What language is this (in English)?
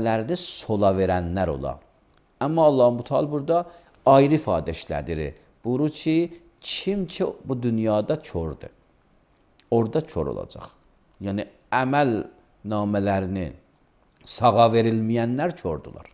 Azerbaijani